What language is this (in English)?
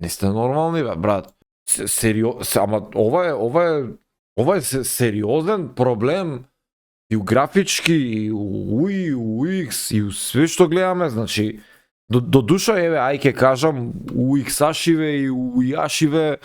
Macedonian